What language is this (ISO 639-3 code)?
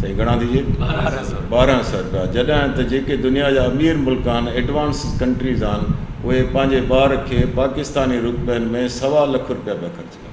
snd